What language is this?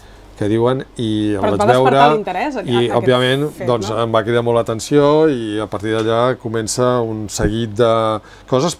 Catalan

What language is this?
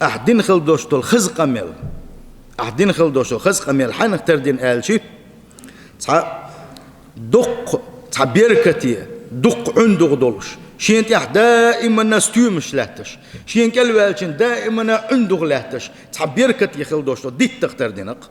Chechen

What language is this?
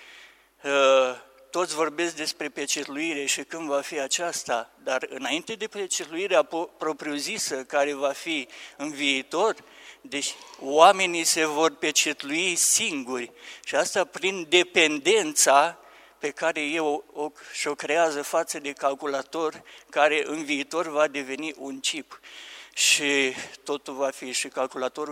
Romanian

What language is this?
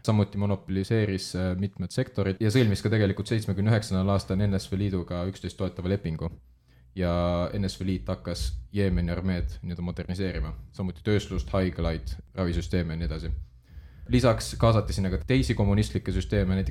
Estonian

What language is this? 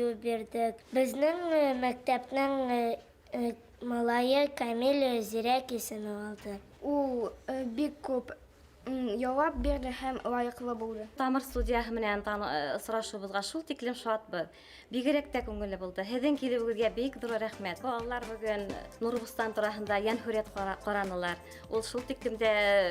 Bashkir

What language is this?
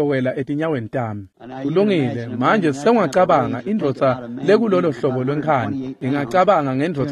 Swati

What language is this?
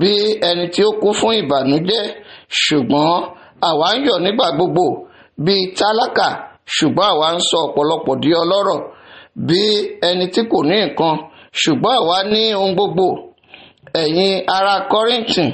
Yoruba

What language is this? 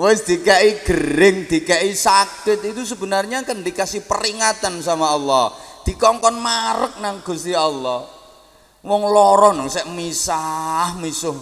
Javanese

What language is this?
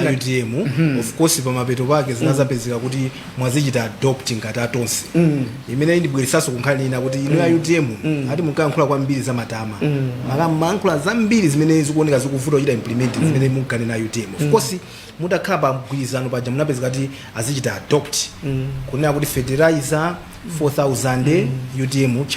Nyanja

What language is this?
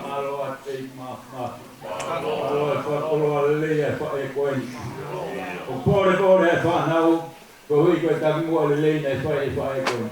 Tongan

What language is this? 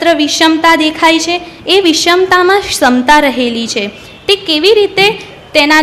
Gujarati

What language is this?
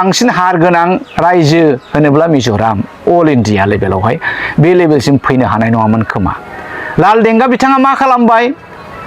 Bodo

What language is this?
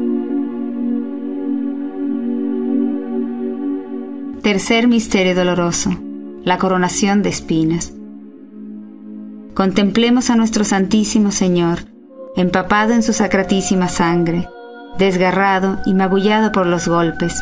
Spanish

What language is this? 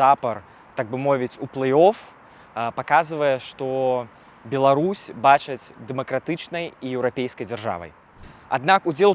Belarusian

